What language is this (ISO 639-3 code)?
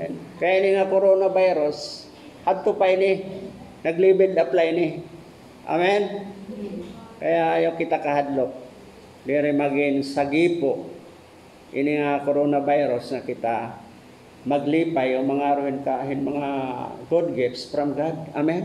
war